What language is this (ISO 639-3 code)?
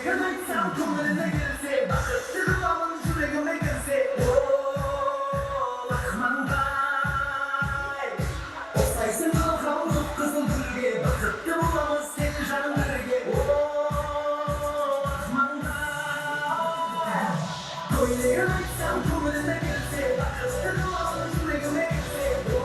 kaa